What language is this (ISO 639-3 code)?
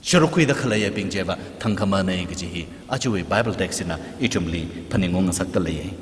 nmf